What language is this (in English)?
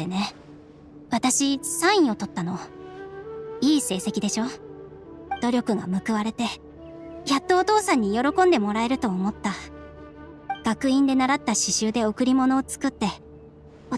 Japanese